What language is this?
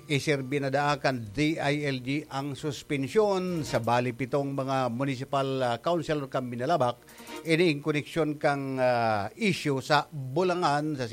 Bikol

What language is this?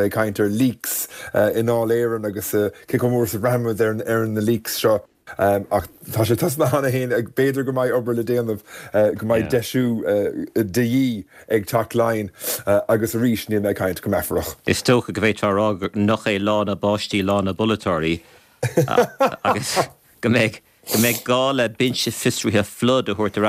Irish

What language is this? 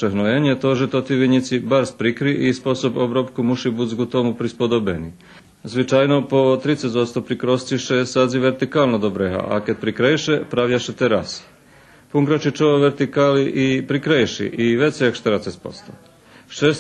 Rusyn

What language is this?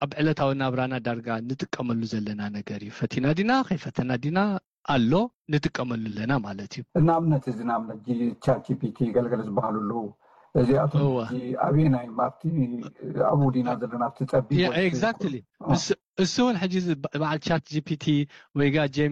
Tigrinya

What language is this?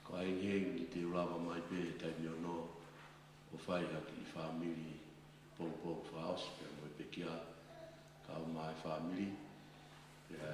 Tongan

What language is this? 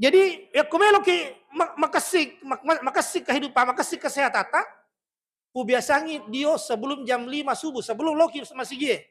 Buginese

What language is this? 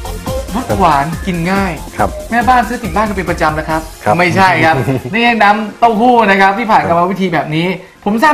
Thai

